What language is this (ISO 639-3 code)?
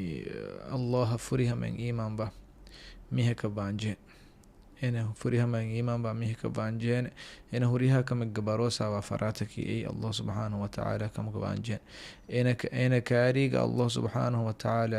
div